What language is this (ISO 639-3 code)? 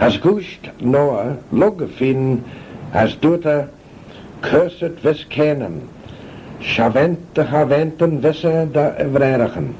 glv